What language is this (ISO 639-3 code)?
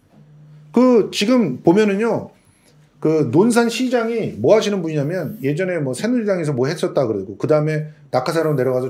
kor